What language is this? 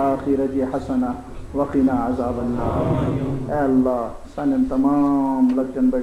Kashmiri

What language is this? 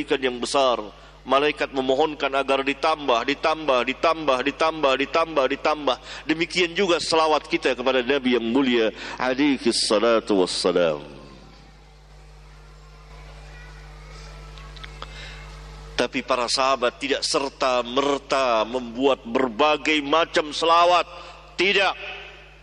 Indonesian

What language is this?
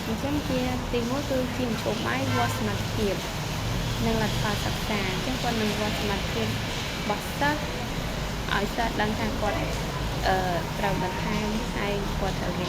Khmer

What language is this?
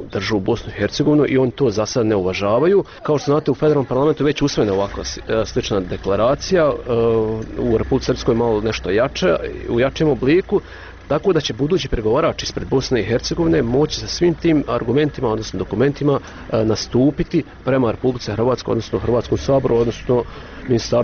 Bosnian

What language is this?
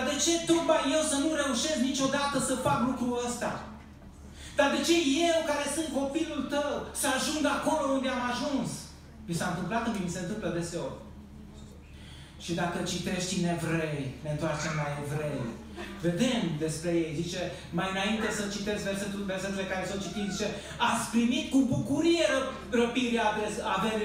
Romanian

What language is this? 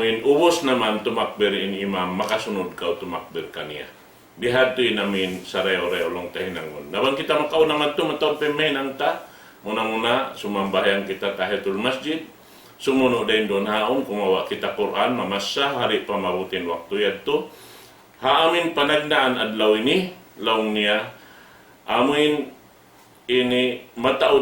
Tausug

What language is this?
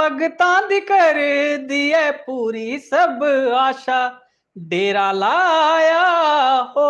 Dogri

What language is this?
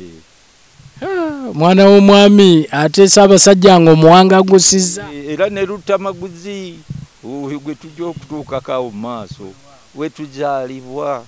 Ganda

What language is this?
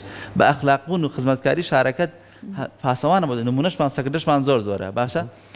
Central Kurdish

